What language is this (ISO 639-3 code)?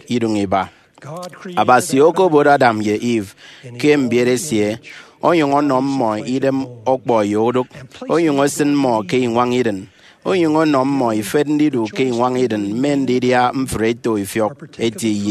efi